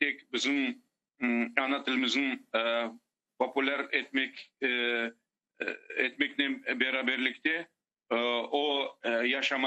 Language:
Crimean Tatar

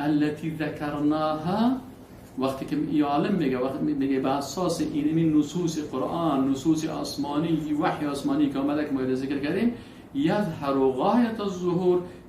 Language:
Persian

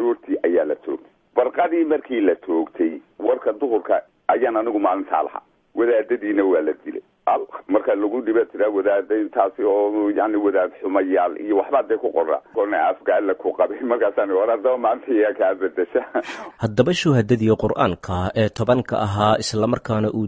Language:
Somali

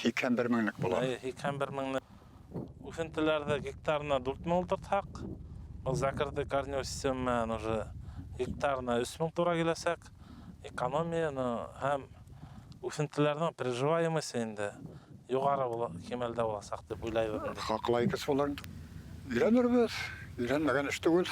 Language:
Bashkir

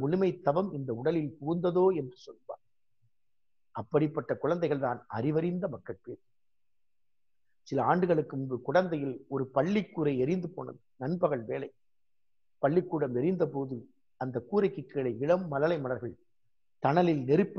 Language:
Tamil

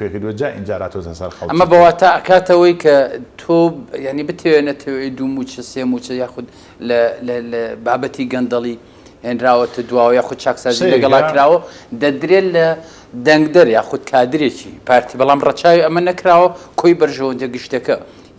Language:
Central Kurdish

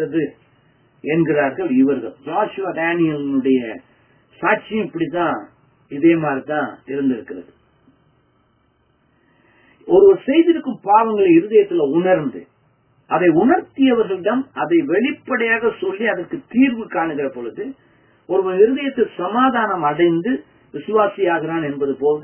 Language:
Tamil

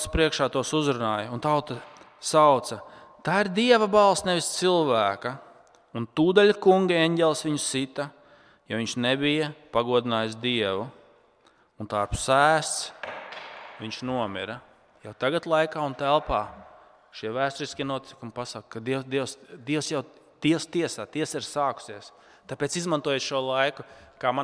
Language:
Latvian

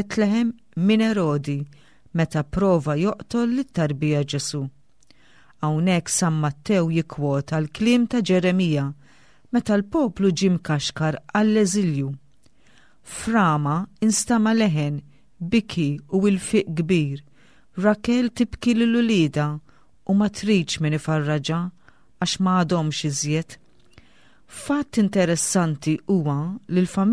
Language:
Maltese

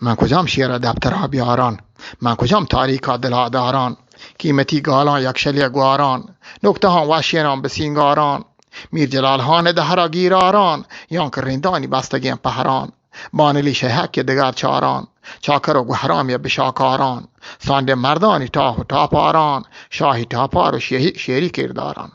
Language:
Eastern Balochi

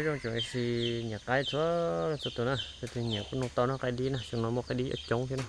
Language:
Hmong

